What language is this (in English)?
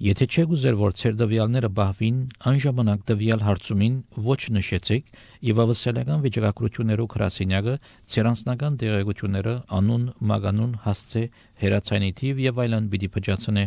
Armenian